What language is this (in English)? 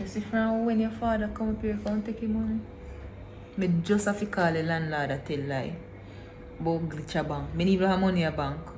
Jamaican Creole English